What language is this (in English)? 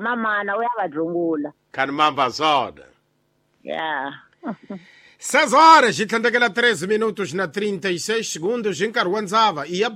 Tsonga